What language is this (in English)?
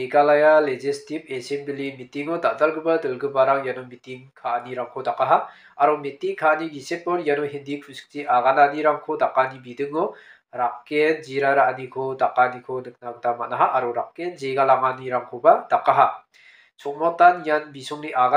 Garo